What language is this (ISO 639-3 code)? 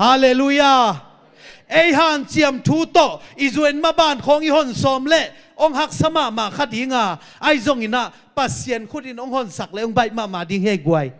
ctd